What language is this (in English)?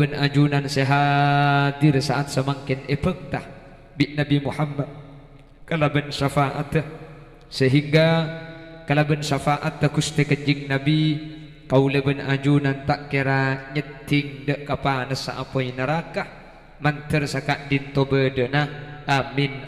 Madurese